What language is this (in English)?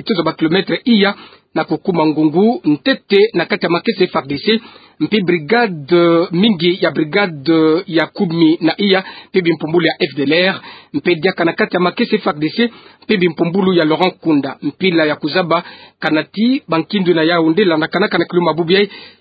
Kituba (Democratic Republic of Congo)